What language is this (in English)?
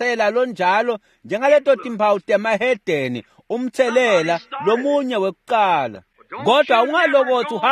Swati